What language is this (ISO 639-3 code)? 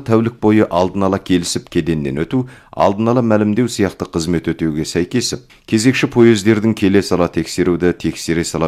kaz